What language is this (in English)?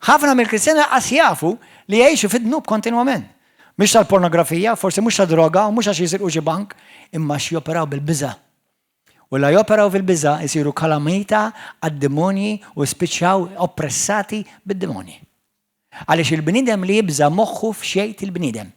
Maltese